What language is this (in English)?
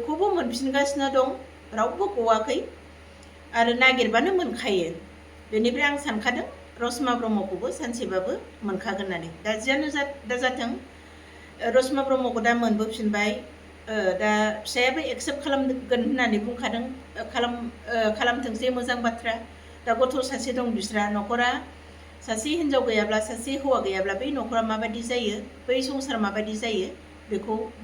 Bodo